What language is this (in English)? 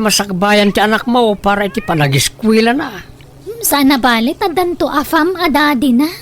Iloko